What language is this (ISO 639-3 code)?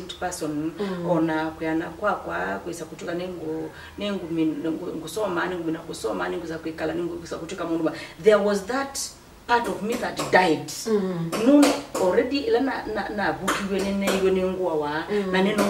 kam